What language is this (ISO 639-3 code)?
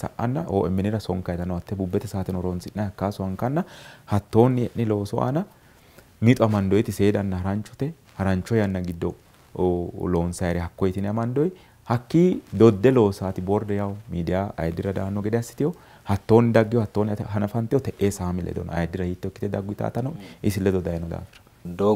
sid